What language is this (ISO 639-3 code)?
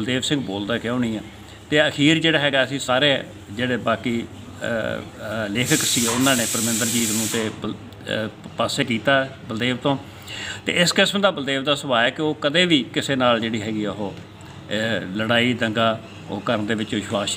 pan